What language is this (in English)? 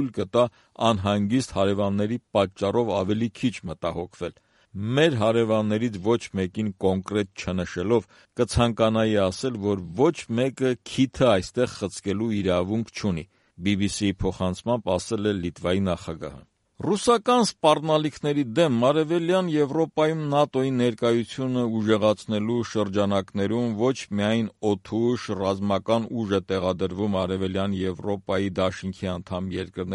Armenian